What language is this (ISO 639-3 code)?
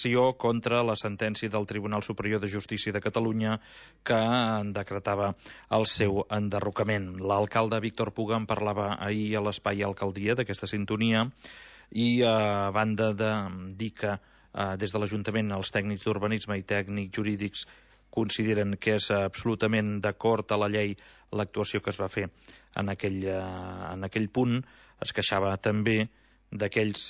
cat